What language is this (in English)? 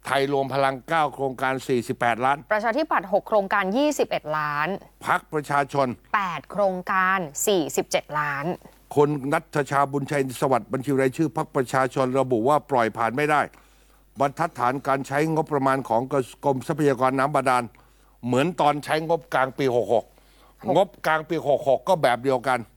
Thai